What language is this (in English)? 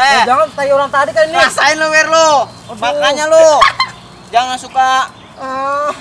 Betawi